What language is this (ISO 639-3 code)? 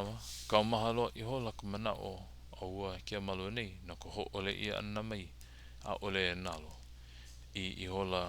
haw